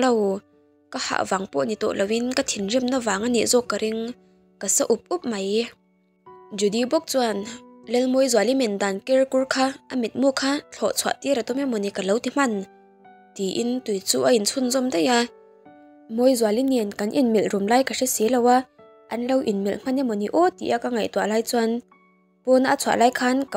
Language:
Mizo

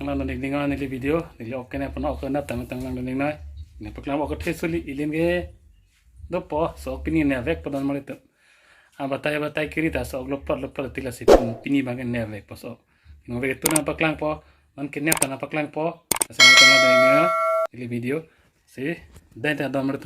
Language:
Karbi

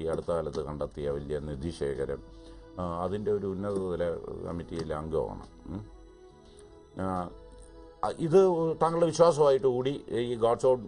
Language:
Malayalam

